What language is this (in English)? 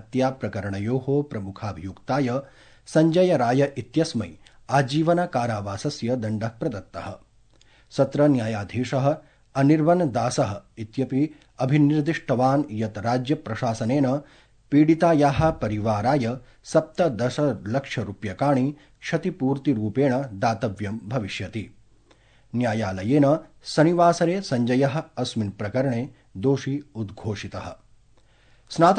Sanskrit